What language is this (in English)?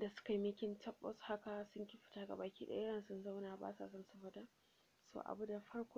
Hausa